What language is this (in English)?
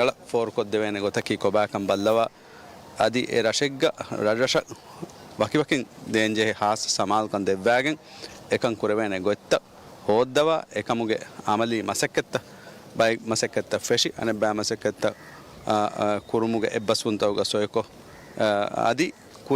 Divehi